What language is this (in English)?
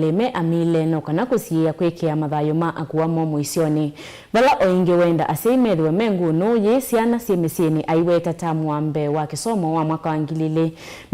Kamba